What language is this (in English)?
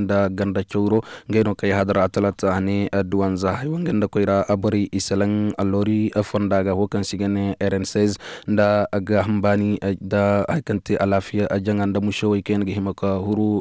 Koyraboro Senni